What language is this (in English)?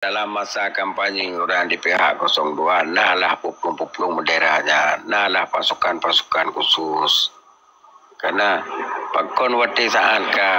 Achinese